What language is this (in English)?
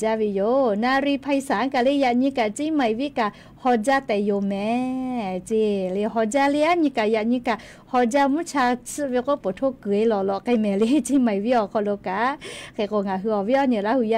Lahu